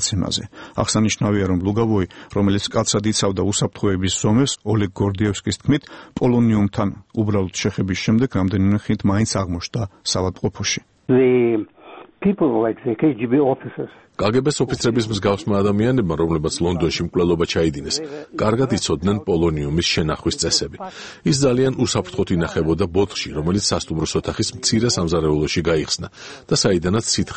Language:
Georgian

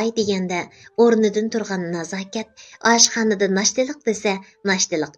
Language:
Uyghur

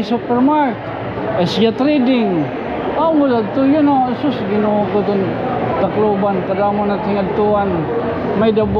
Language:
Waray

